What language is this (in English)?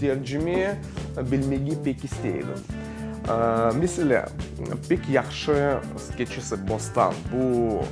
Crimean Tatar